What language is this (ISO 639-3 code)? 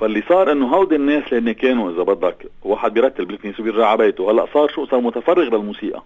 apc